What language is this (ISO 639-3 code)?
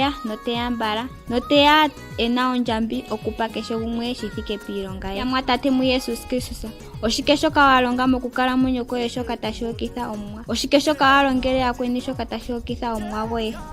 ndo